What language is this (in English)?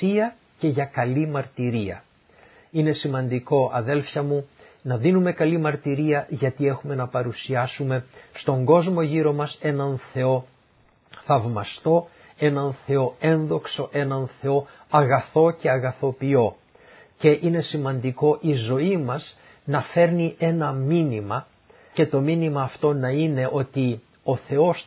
Greek